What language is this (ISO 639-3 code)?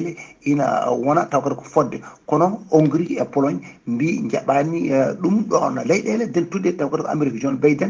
ful